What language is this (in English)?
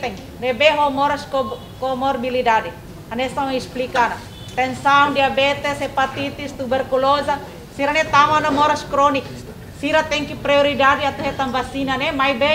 Tetum